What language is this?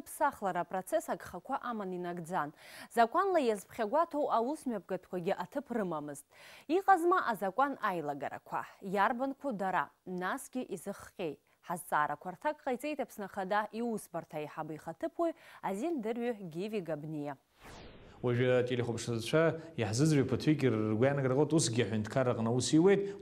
Abkhazian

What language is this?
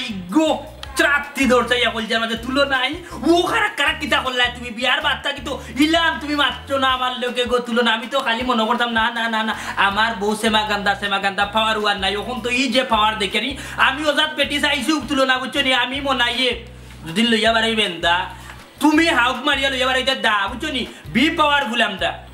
Sylheti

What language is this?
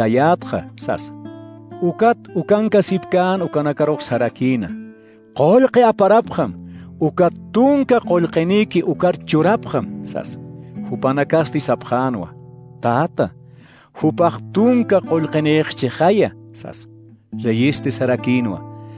Aymara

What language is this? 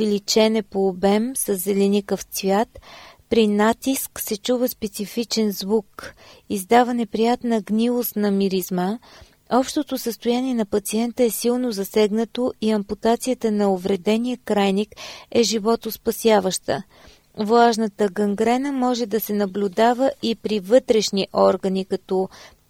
Bulgarian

